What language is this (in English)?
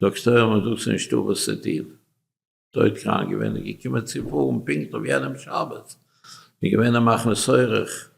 Yiddish